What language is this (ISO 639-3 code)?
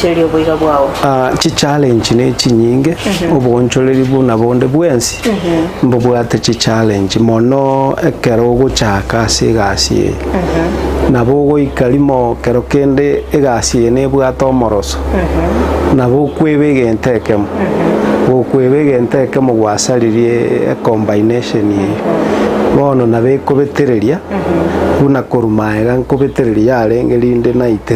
guz